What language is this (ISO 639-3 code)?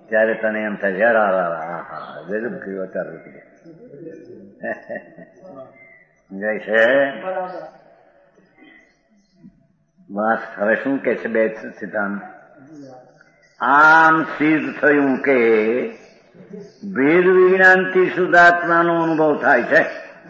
guj